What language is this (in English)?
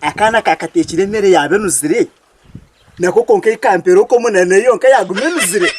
Nyankole